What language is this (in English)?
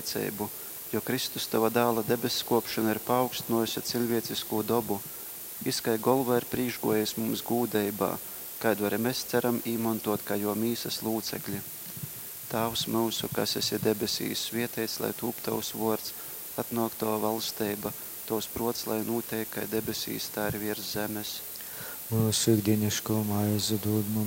Latgalian